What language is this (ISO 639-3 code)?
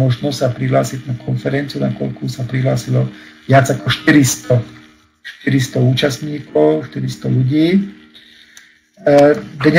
slk